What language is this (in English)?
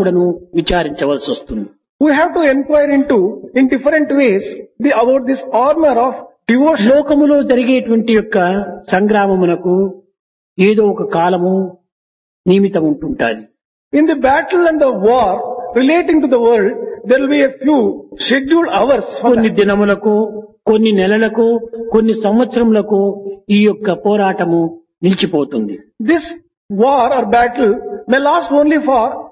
Telugu